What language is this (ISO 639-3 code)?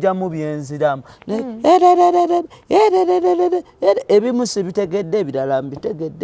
lug